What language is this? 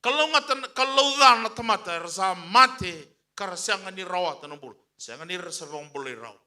Fijian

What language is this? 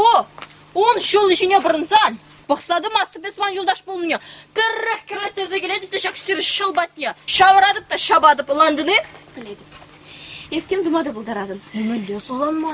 Chuvash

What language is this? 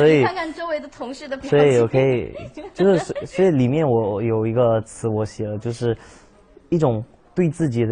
Chinese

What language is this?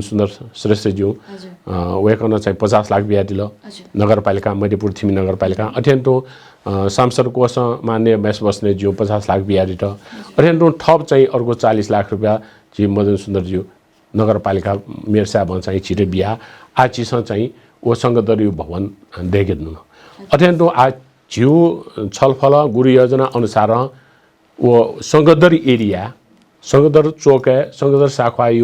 Newari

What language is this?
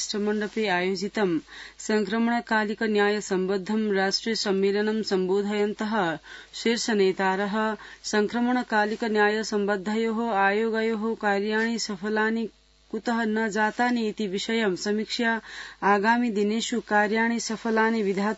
Sanskrit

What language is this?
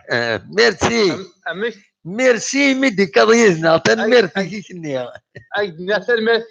Kabyle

